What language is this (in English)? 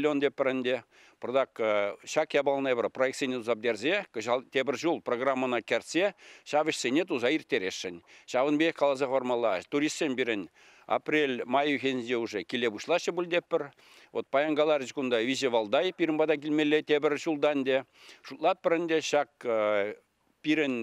Chuvash